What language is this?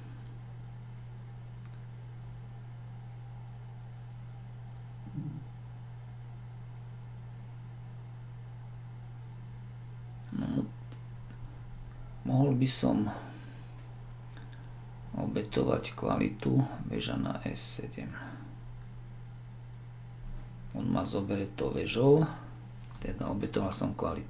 Slovak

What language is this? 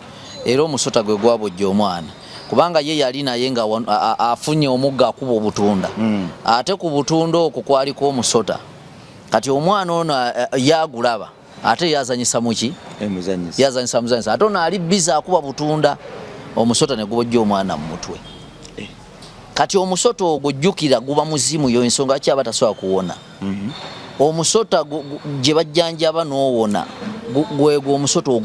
Ganda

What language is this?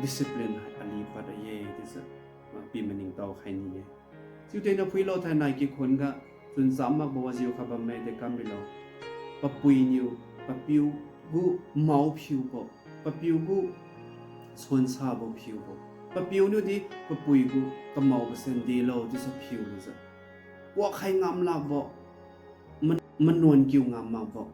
Liangmai Naga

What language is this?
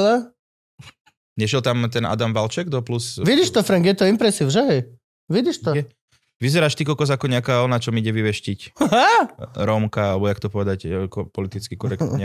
Slovak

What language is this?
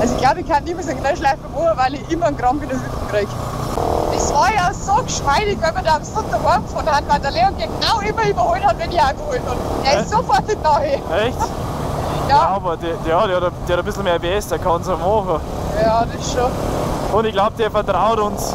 Bavarian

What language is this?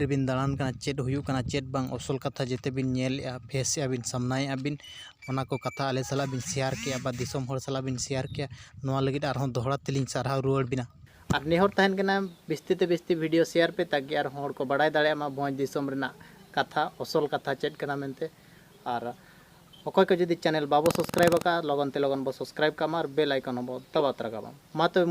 Santali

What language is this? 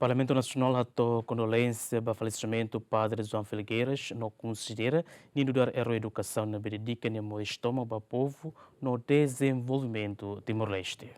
Tetum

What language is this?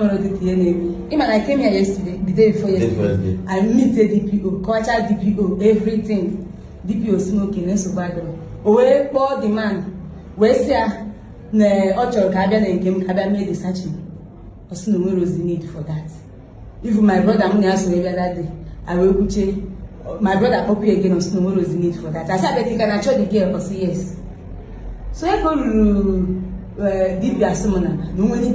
Igbo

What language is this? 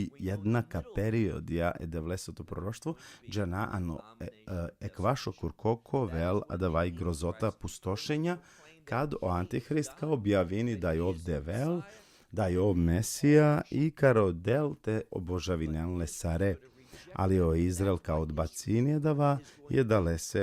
Balkan Romani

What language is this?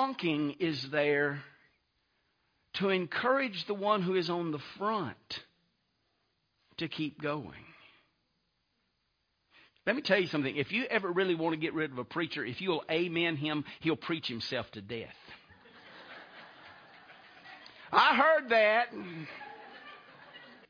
English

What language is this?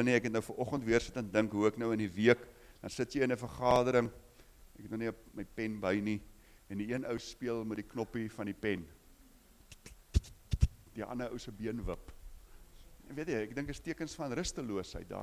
Afrikaans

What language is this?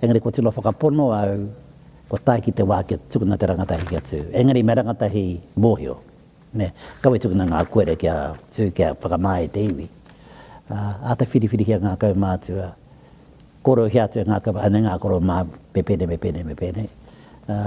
Māori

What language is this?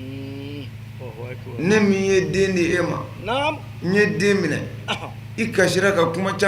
Bambara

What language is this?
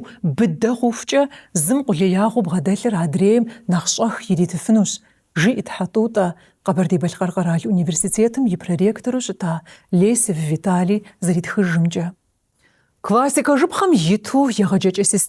Kabardian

